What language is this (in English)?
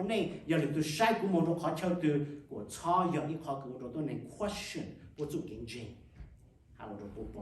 Hmong